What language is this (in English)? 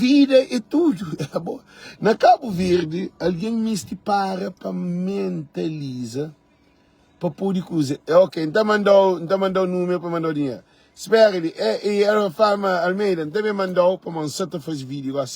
Kabuverdianu